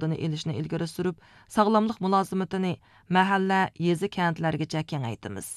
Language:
Uyghur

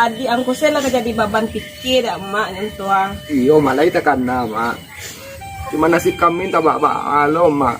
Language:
Minangkabau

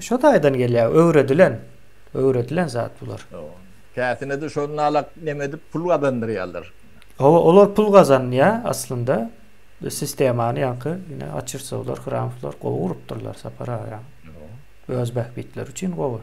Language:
Turkmen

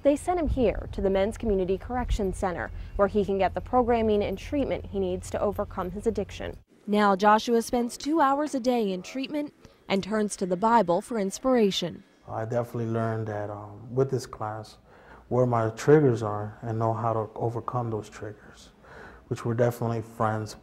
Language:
English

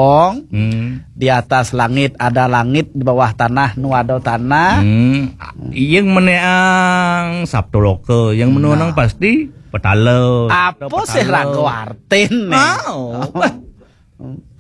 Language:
Balinese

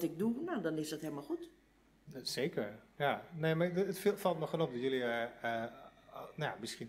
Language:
Dutch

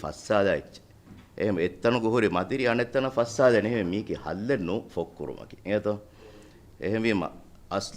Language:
Divehi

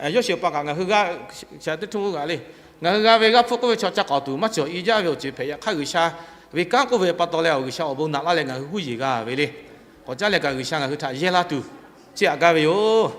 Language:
Lahu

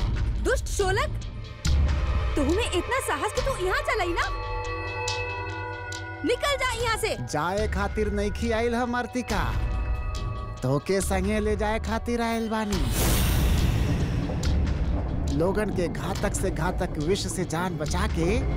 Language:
Bhojpuri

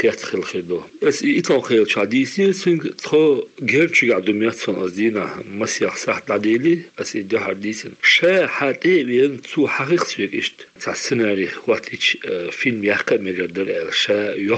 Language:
Chechen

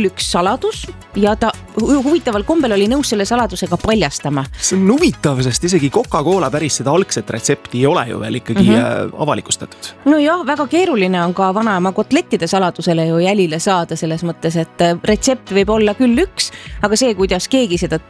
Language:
Estonian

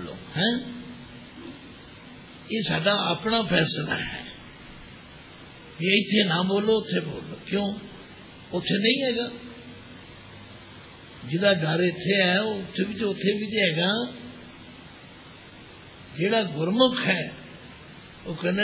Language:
Punjabi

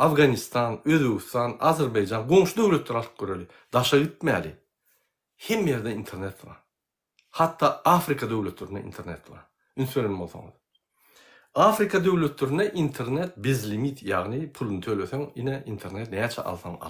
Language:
Turkmen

